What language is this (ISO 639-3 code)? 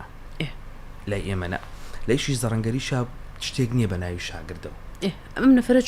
ckb